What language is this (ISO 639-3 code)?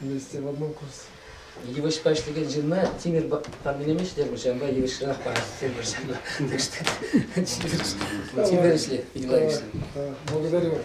chv